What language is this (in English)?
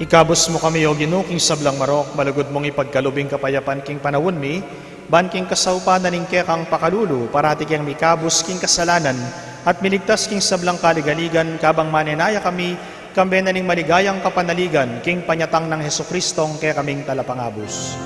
Pampanga